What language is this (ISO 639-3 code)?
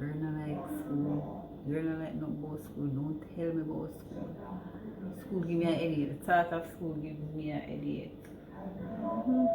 jam